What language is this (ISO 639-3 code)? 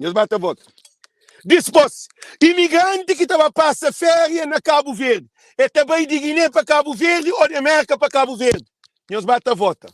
kea